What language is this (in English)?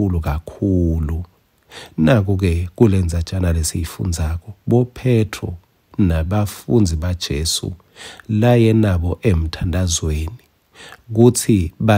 Swati